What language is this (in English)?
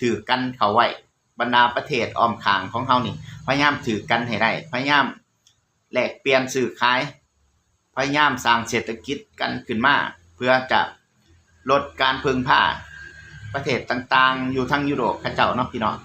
Lao